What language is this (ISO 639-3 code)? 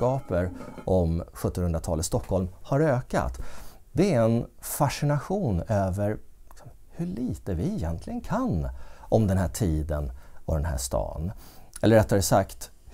swe